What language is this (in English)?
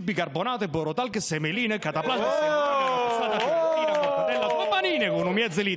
Neapolitan